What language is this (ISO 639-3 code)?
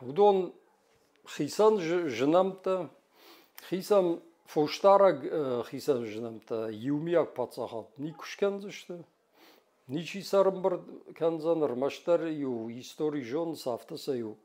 oss